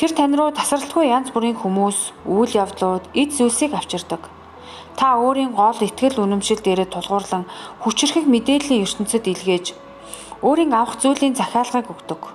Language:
Mongolian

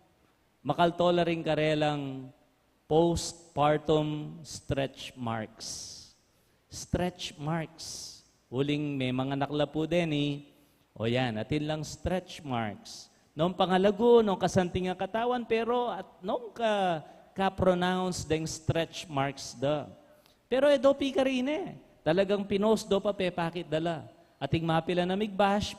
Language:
Pampanga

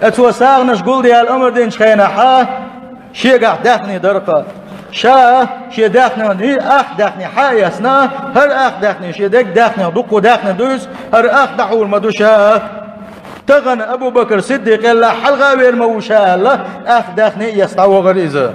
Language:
Chechen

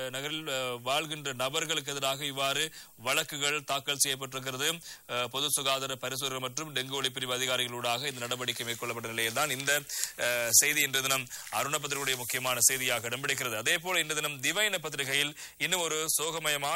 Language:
Tamil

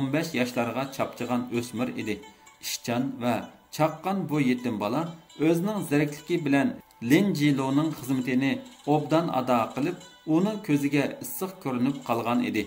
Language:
Uyghur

